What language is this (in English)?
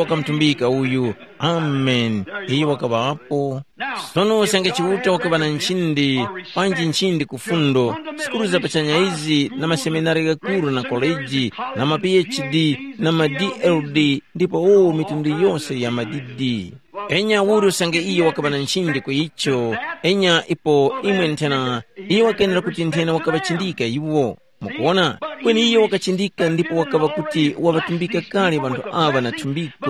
Tumbuka